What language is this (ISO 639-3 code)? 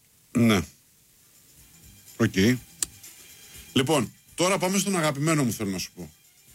ell